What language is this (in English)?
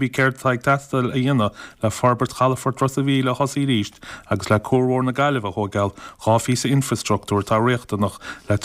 Irish